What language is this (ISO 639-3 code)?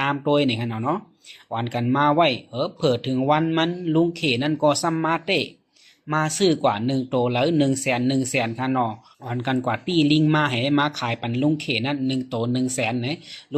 shn